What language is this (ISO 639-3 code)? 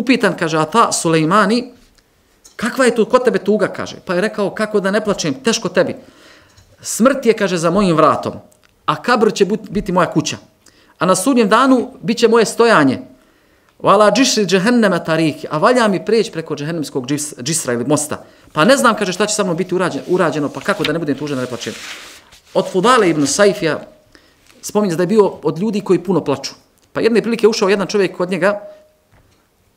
bos